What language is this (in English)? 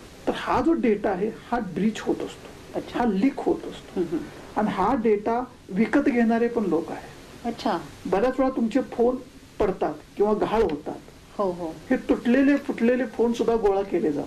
Marathi